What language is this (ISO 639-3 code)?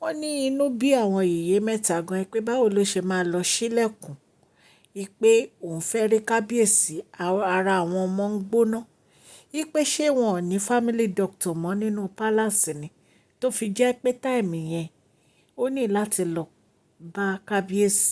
yor